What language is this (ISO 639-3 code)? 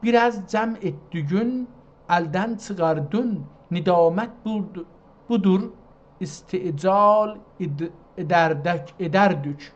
azb